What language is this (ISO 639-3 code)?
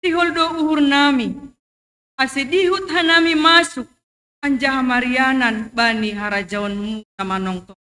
bts